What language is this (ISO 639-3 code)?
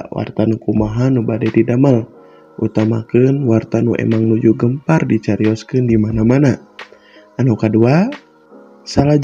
sun